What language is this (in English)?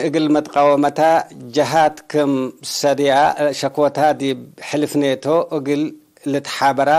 Tigre